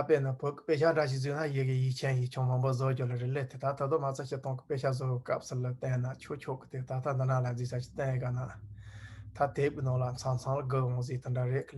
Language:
Tibetan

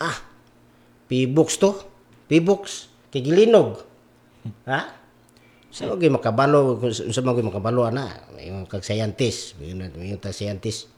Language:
Cebuano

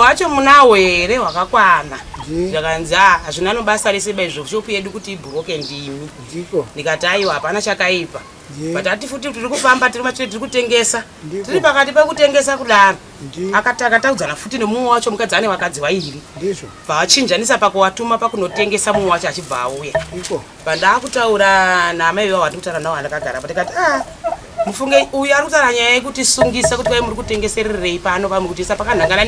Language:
Shona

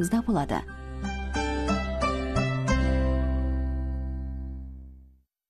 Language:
Kazakh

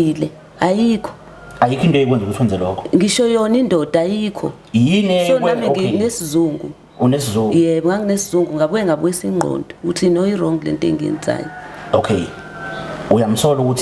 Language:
Zulu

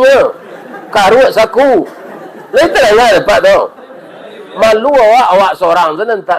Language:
Minangkabau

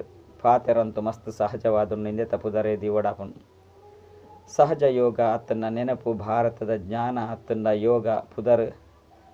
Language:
Tulu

